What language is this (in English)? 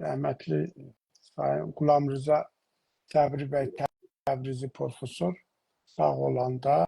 South Azerbaijani